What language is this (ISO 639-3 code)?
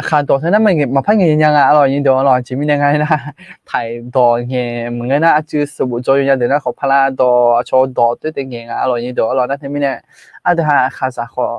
ahk